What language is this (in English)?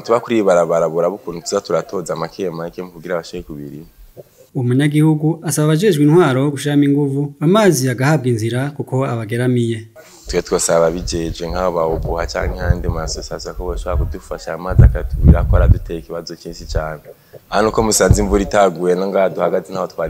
Rundi